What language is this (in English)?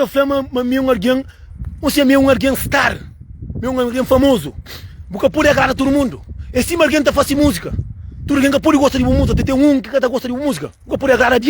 Kabuverdianu